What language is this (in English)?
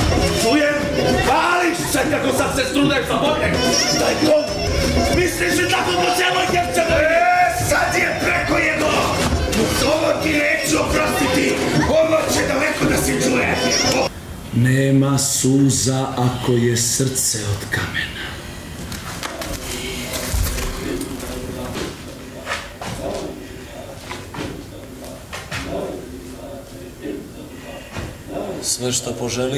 Serbian